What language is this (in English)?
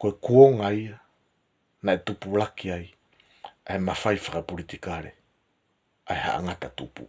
Tongan